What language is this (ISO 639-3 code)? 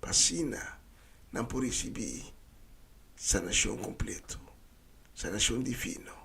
pap